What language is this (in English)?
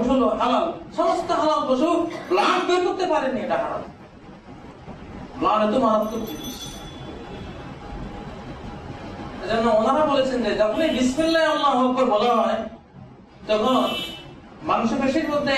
Bangla